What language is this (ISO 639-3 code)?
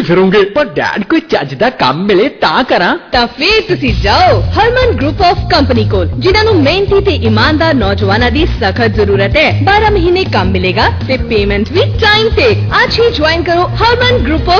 pan